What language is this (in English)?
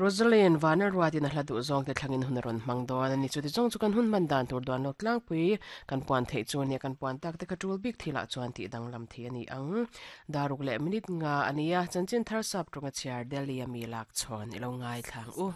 Mizo